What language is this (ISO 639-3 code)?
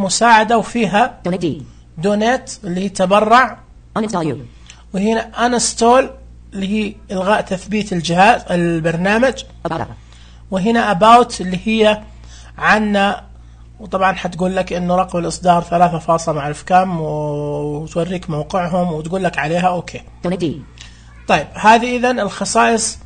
ars